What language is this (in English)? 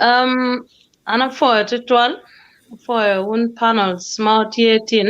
Acoli